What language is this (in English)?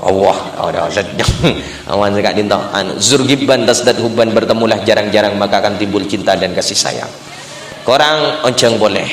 Madurese